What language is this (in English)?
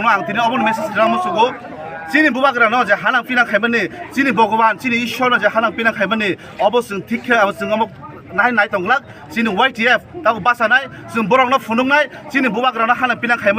Kok Borok